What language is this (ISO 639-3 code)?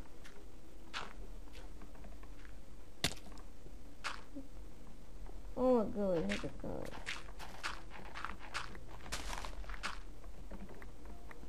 bul